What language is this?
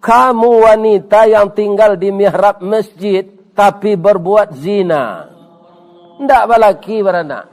Minangkabau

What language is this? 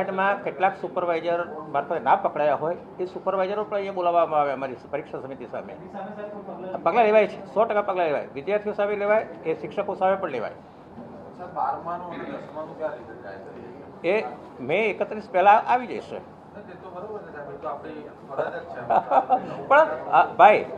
Gujarati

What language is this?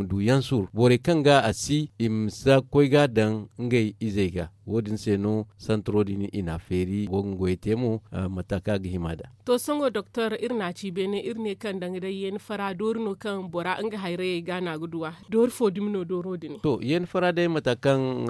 Zarma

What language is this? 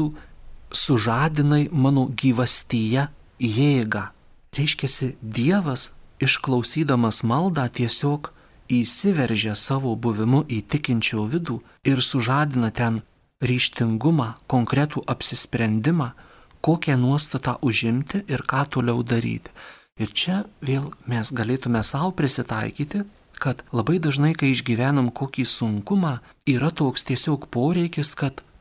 Lithuanian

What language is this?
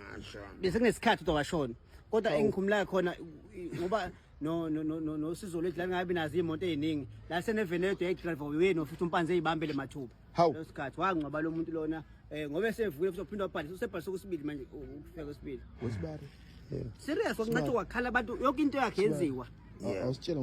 Zulu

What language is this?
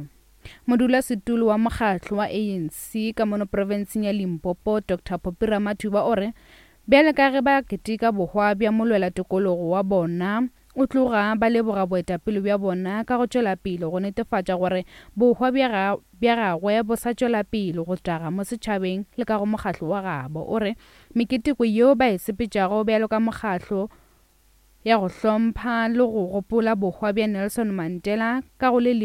Northern Sotho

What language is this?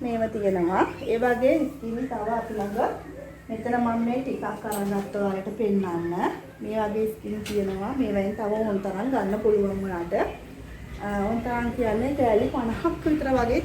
Sinhala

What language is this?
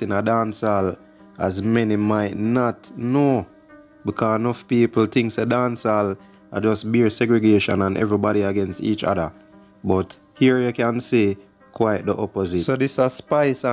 Jamaican Creole English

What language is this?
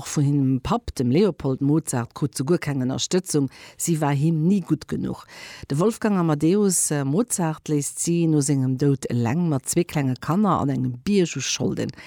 Luxembourgish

